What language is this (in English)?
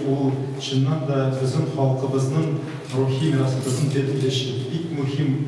Tatar